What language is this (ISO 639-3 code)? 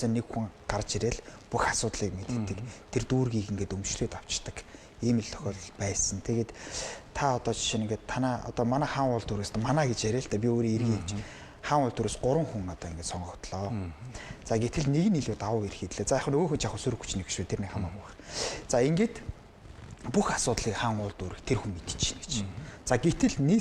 mon